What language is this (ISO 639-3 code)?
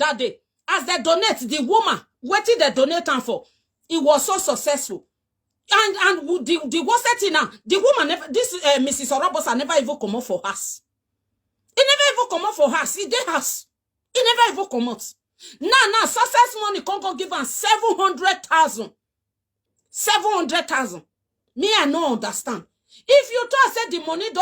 pcm